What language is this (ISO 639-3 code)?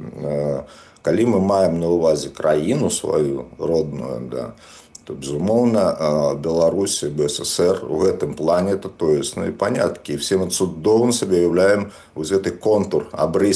bel